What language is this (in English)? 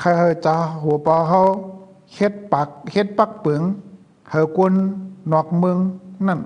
Shan